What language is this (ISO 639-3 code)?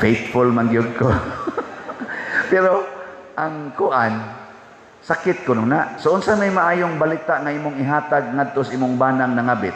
ceb